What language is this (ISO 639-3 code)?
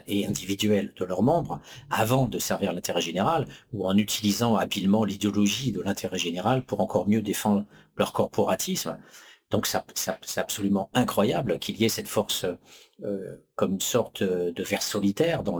fra